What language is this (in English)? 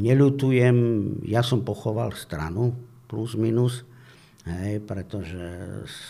Slovak